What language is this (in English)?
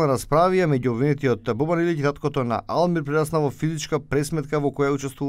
Macedonian